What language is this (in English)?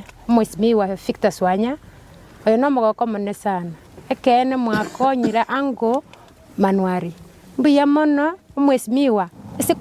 Gusii